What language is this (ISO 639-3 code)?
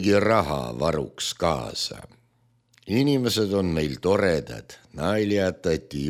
est